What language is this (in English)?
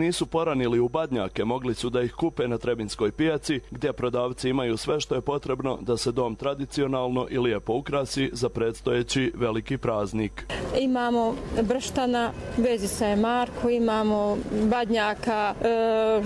Croatian